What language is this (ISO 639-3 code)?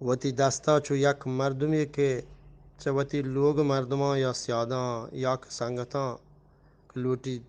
bgp